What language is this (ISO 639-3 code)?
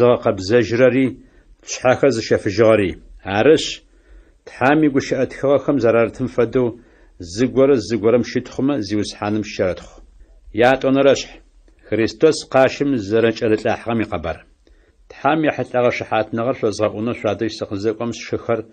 ady